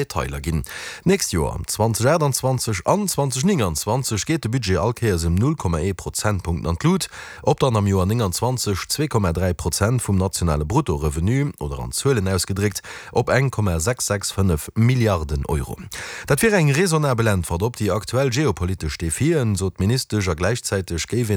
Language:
Luxembourgish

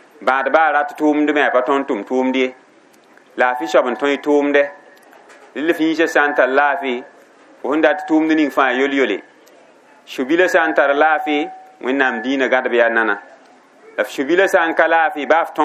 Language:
Mossi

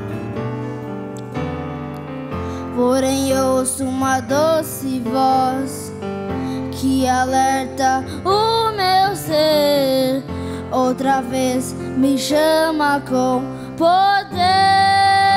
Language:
Portuguese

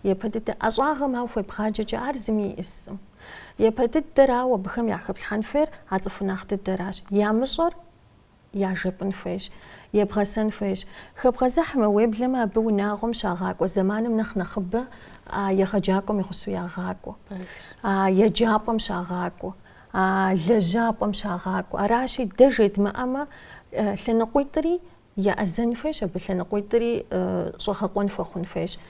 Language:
Kabardian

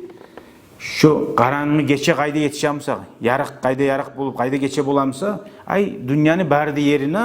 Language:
Kumyk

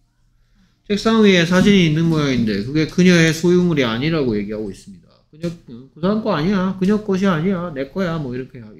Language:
Korean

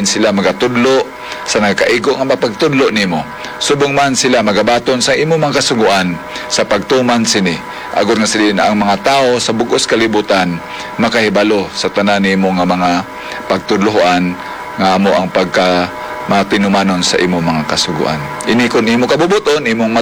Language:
Hiligaynon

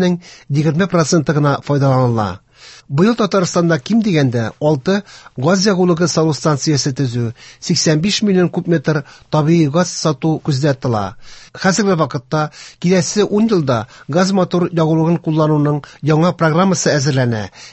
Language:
Tatar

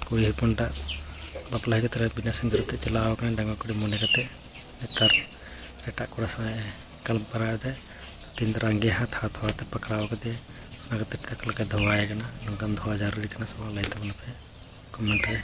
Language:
Santali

